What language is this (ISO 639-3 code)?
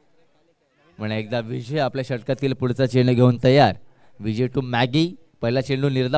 mar